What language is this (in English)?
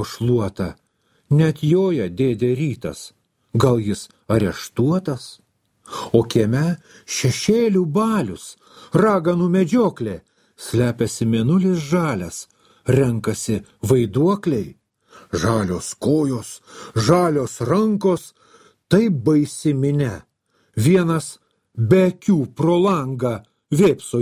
Lithuanian